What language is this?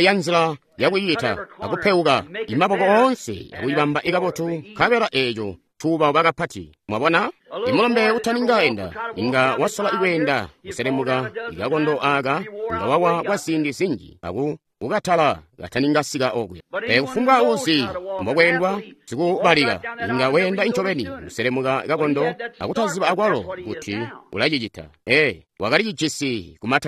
Tonga (Zambia)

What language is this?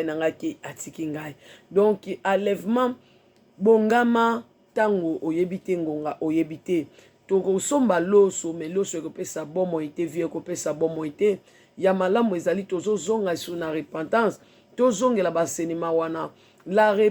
Lingala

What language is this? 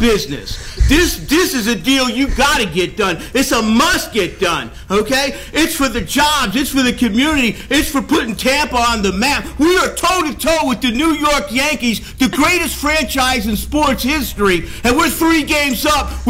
English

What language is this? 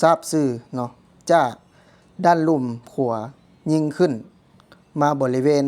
Lao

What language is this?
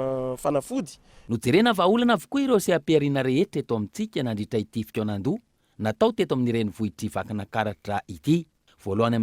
Malagasy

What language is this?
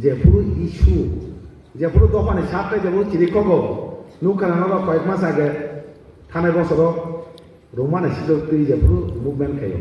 Kok Borok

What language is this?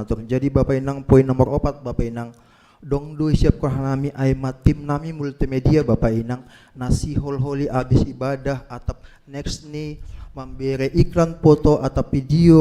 Batak Simalungun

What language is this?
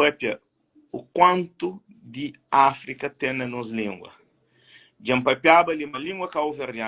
Kabuverdianu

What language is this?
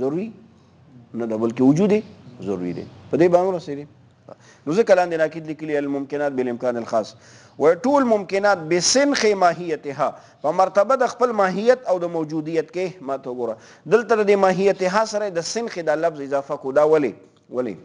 Pashto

